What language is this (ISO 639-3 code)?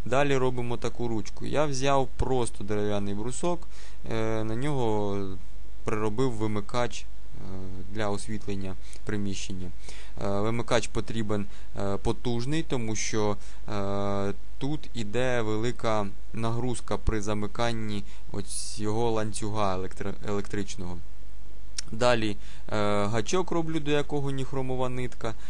ukr